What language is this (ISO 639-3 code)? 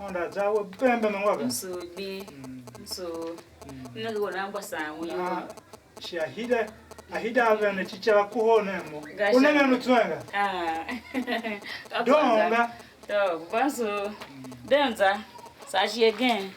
tiv